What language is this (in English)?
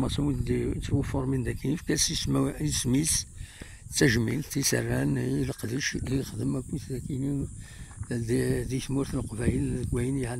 Kabyle